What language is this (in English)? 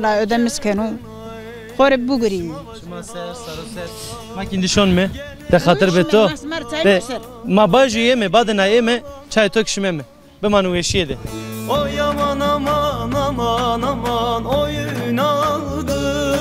Zaza